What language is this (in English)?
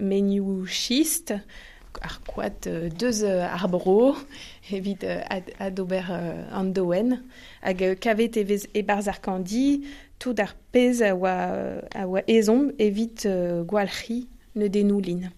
Breton